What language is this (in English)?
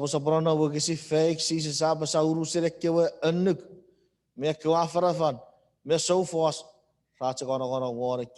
Chuukese